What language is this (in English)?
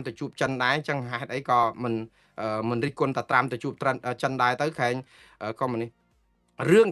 Khmer